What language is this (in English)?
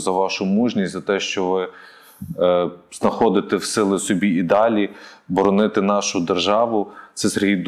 Ukrainian